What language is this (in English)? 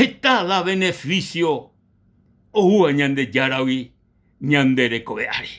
Guarani